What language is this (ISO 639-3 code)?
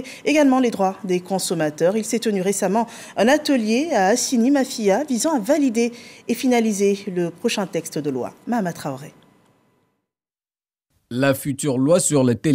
fra